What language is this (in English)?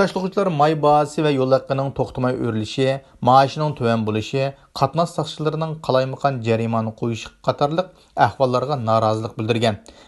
Uyghur